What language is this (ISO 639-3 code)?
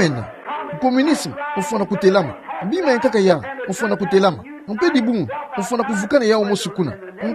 ktu